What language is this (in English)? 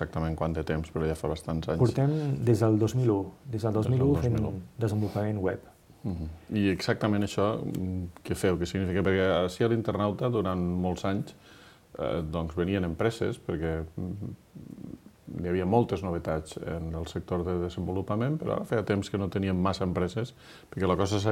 Catalan